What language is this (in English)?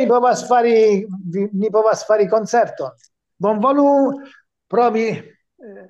Esperanto